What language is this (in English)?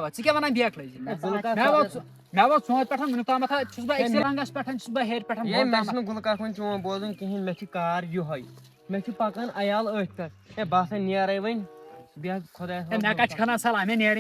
Kashmiri